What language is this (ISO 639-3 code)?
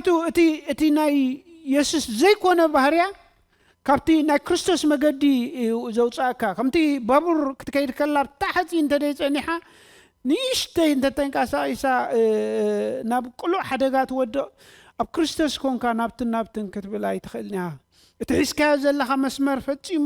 tir